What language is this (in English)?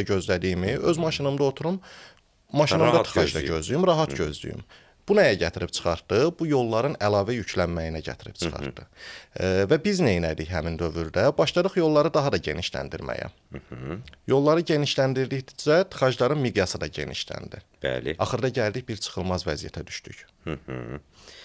Azerbaijani